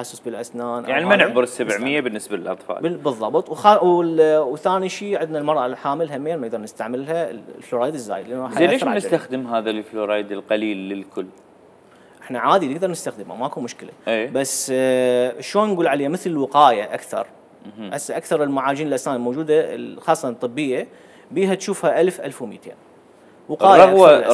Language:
Mesopotamian Arabic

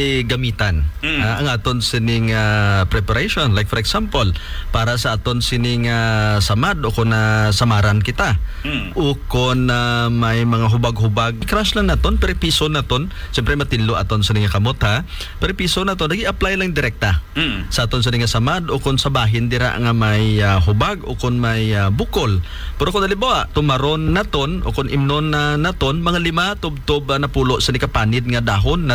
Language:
Hiligaynon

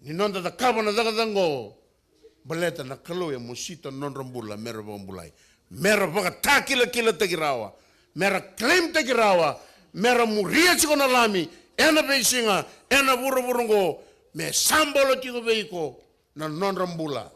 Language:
Fijian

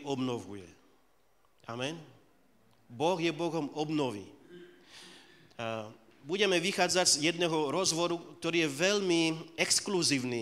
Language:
Slovak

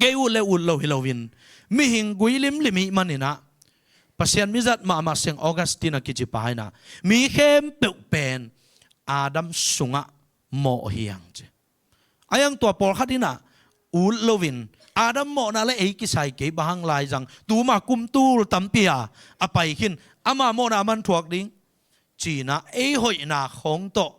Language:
Tedim Chin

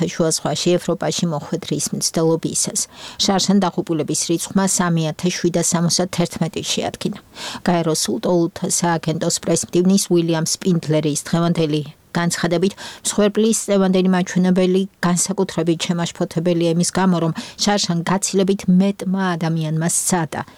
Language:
Georgian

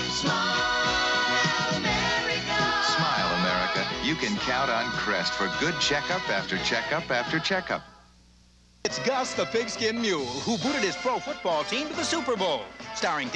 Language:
English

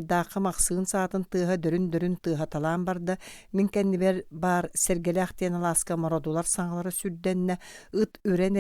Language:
Yakut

